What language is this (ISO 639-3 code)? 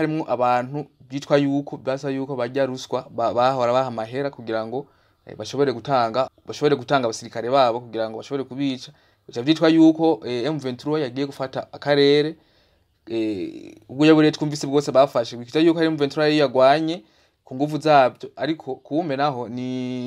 run